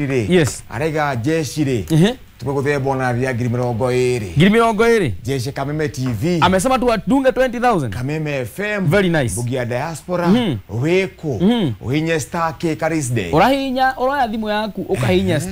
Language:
Kikuyu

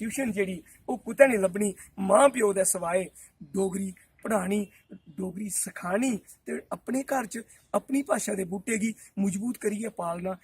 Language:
Dogri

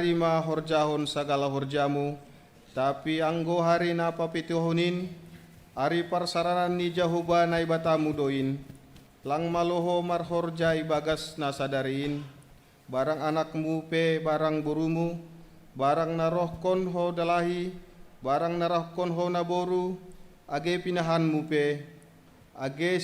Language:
Batak Simalungun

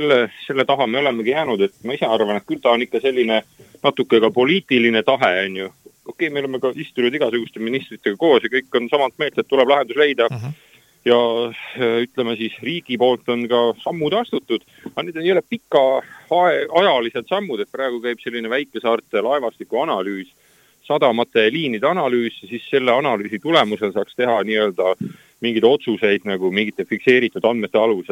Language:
Estonian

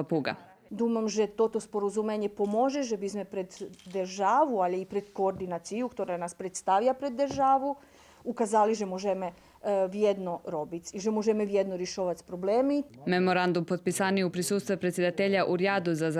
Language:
Rusyn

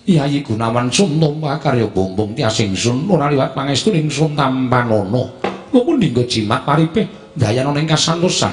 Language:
Javanese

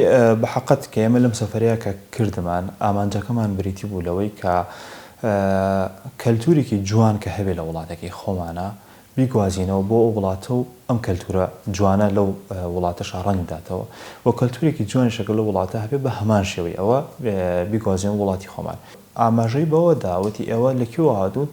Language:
Central Kurdish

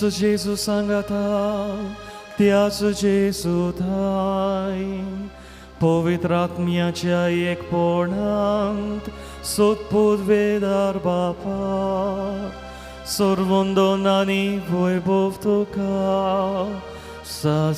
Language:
Konkani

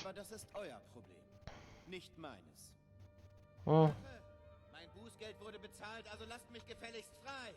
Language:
Swiss German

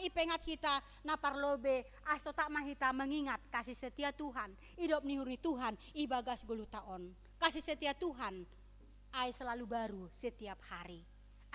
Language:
Batak Simalungun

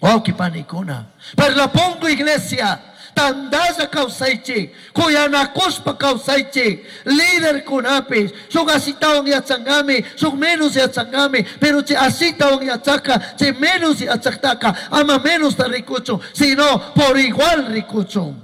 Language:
Chimborazo Highland Quichua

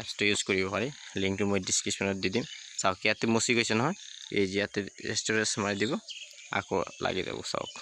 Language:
Assamese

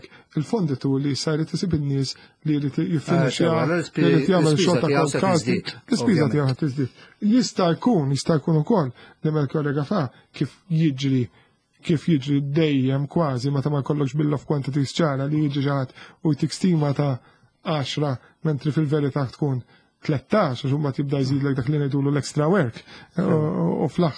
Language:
Maltese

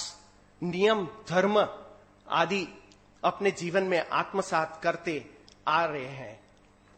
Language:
Gujarati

